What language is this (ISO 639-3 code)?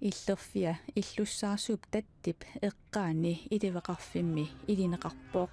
kal